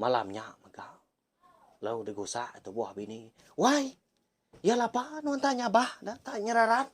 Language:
Iban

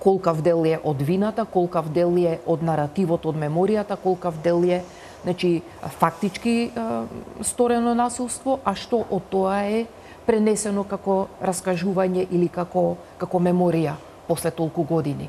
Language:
Macedonian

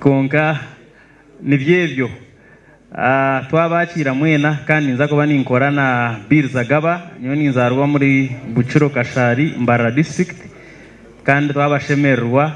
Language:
Nyankole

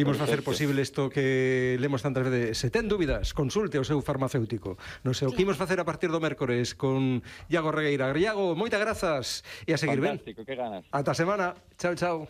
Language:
Galician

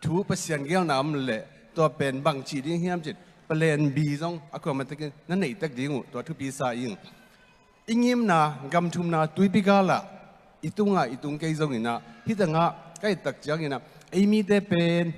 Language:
Tedim Chin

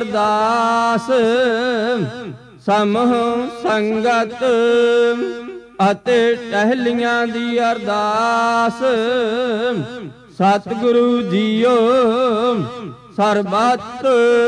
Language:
Punjabi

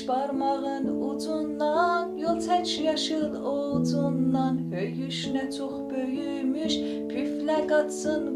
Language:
South Azerbaijani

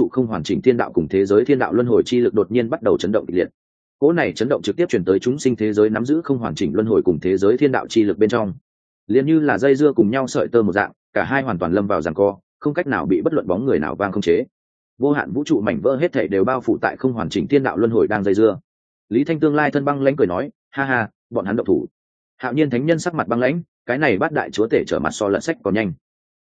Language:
Vietnamese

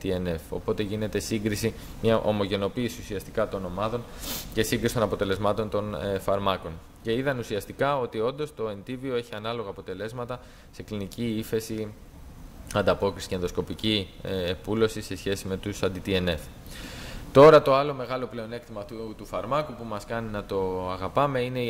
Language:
Greek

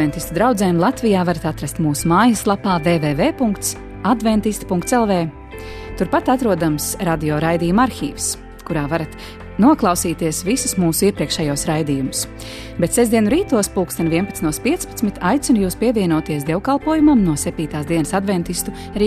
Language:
Latvian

